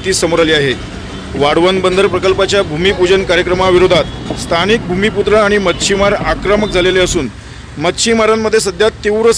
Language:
Marathi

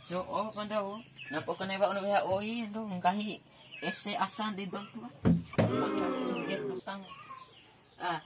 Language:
Bima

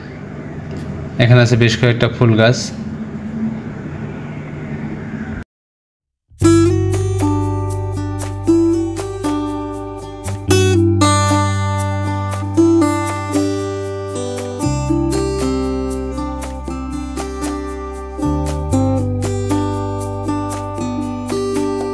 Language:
Bangla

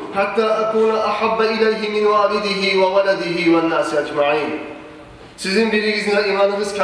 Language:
Kumyk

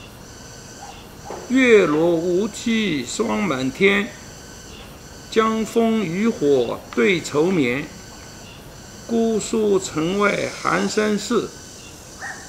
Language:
Chinese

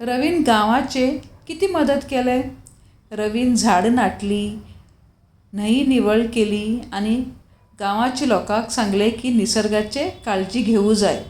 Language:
Konkani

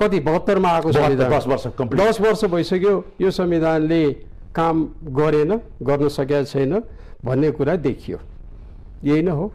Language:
Nepali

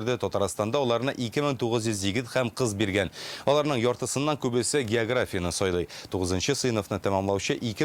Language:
Tatar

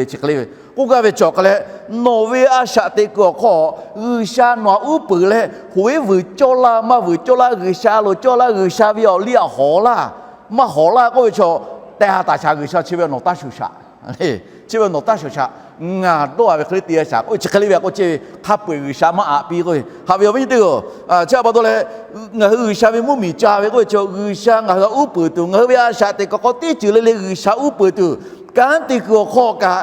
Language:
Lahu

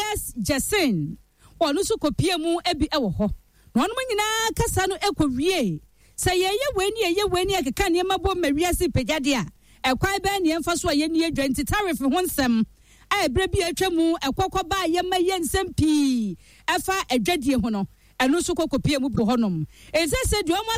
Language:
Akan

